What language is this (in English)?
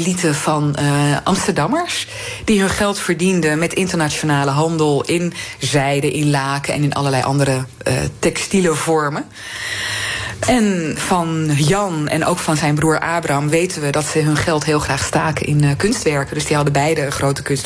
Dutch